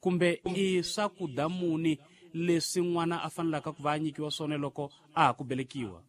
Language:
Tsonga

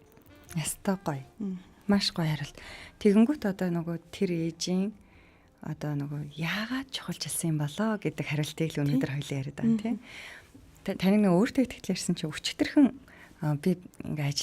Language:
Mongolian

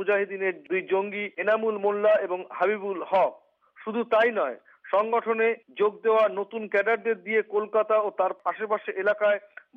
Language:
Bangla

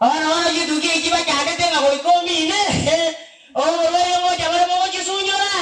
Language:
Gusii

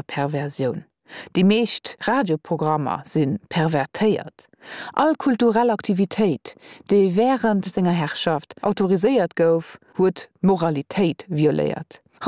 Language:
Luxembourgish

